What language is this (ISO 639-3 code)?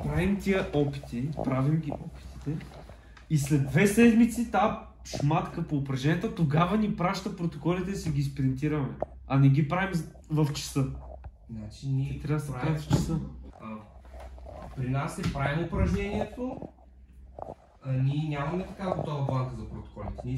bul